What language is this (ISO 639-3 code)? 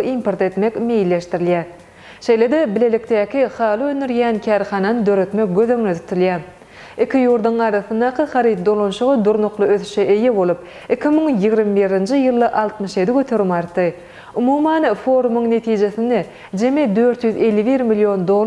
tuk